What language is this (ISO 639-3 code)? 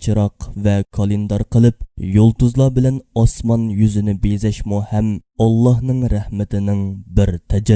uig